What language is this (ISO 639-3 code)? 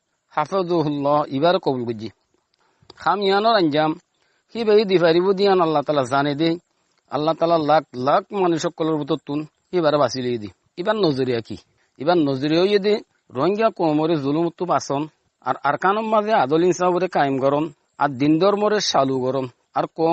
rhg